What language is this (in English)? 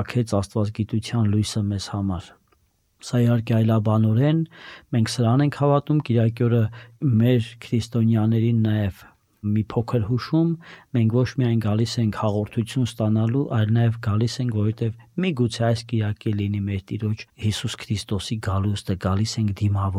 Armenian